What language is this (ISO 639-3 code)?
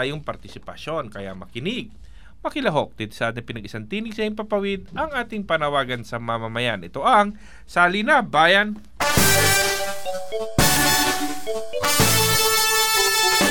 fil